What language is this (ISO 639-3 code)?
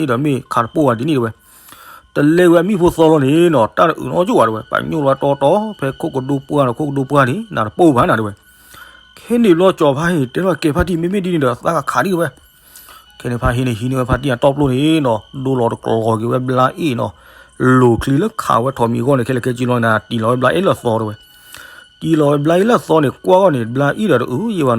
ksw